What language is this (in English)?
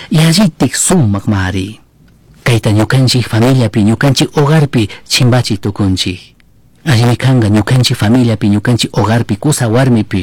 Chimborazo Highland Quichua